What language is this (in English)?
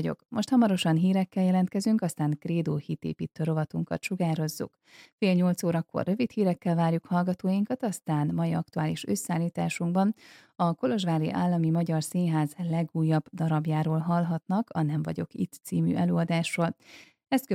Hungarian